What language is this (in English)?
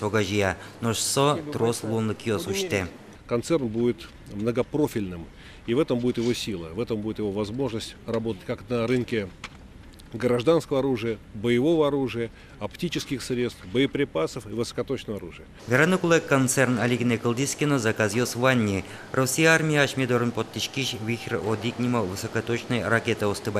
Udmurt